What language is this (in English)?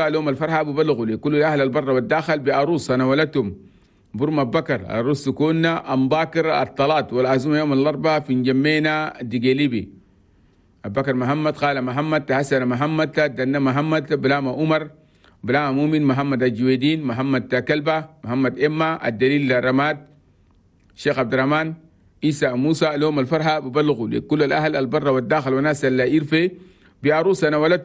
Chadian Arabic